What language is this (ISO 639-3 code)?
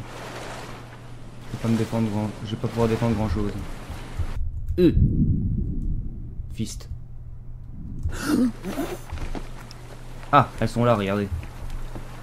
fra